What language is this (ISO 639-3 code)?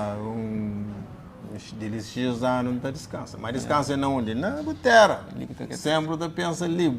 kea